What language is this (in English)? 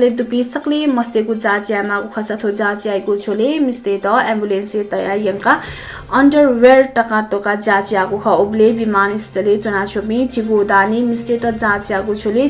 Newari